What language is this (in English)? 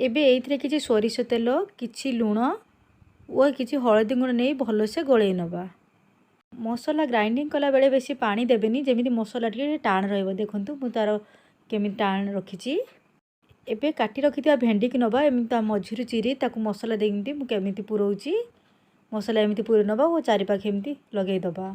Odia